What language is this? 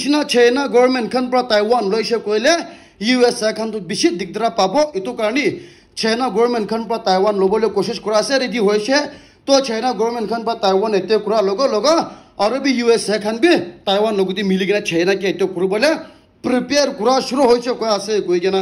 Naga Pidgin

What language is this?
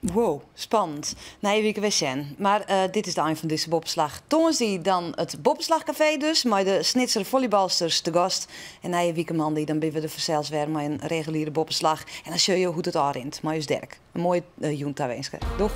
Western Frisian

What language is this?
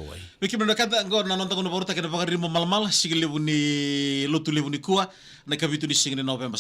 Fijian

